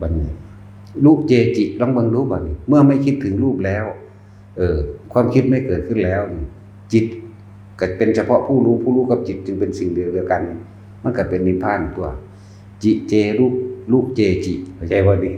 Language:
Northeastern Thai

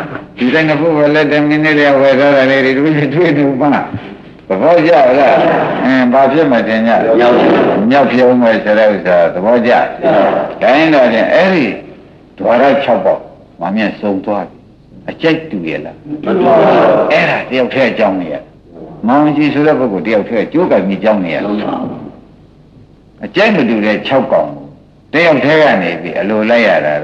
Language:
Burmese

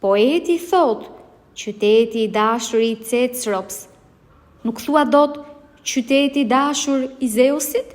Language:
Albanian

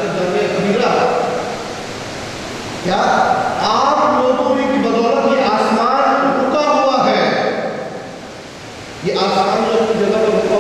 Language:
Urdu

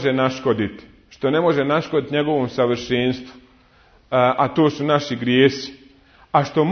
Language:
Bosnian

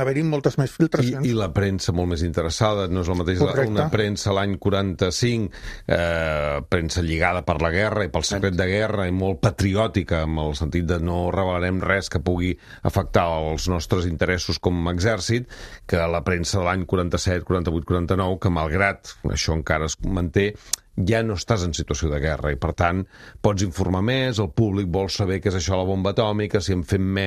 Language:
Catalan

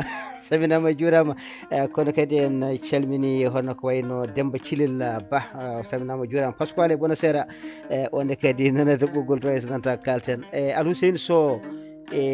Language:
Fula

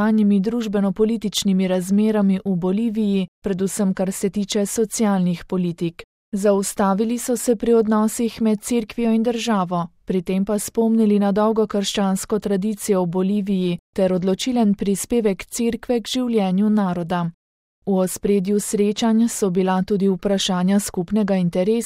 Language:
Slovenian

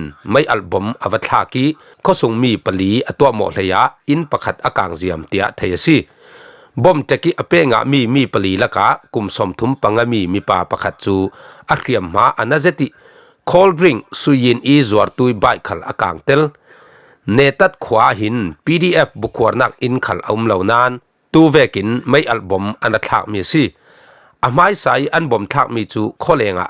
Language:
Falam Chin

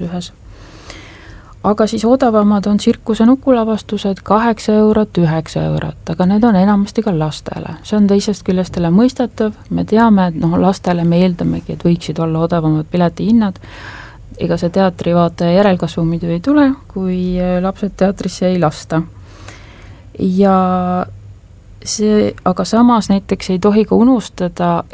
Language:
Estonian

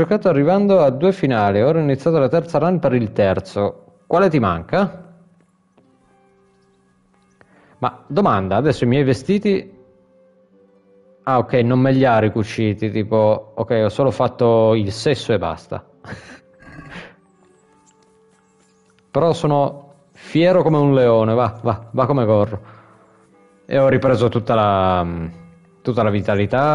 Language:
Italian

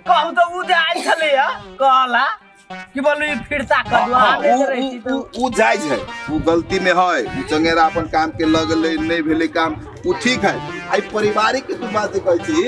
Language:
Maithili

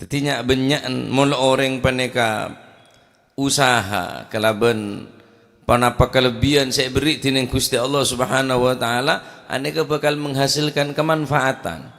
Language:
Madurese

